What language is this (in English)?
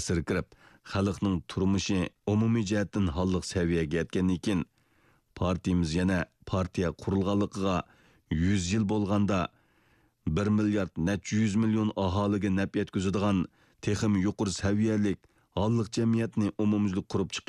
Uyghur